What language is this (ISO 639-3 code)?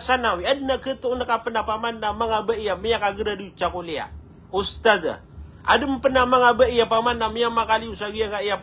mrw